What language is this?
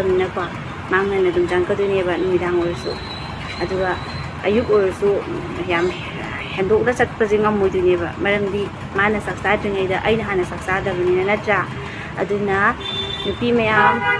Manipuri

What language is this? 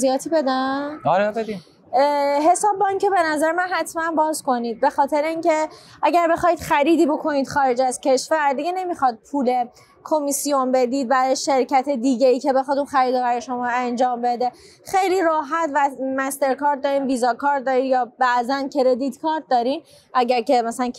Persian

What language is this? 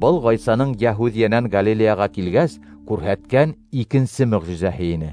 Bashkir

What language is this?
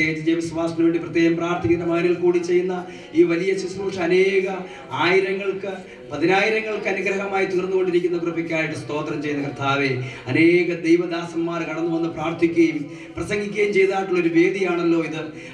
Malayalam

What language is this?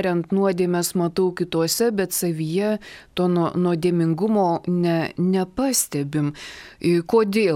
Lithuanian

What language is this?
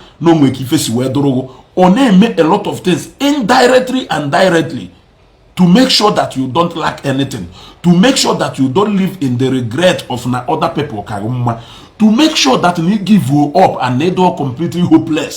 Igbo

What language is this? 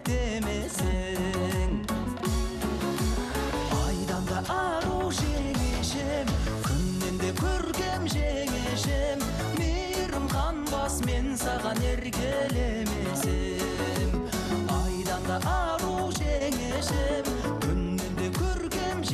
Kazakh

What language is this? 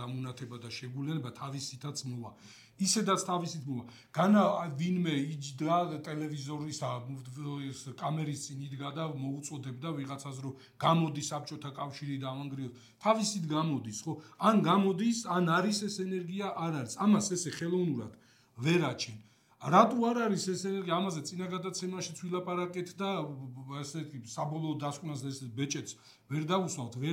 Georgian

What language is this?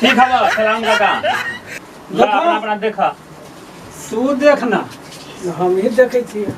Magahi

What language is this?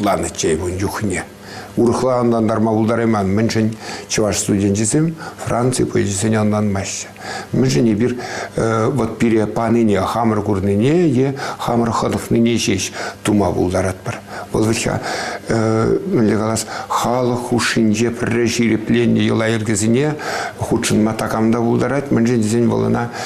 Chuvash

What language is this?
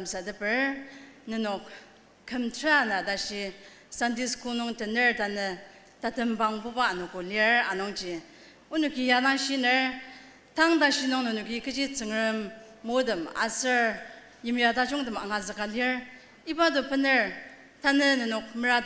Ao Naga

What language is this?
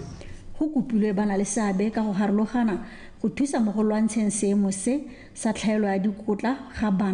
Tswana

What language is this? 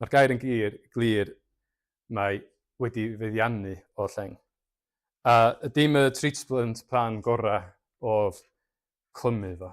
Welsh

